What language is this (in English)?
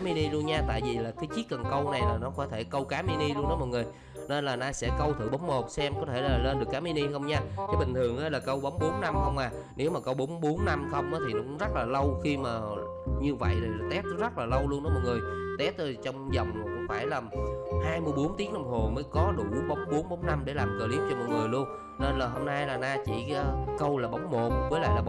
Vietnamese